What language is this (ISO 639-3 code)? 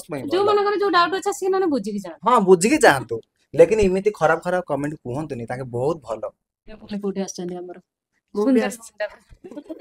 ori